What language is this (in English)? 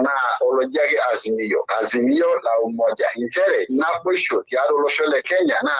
Masai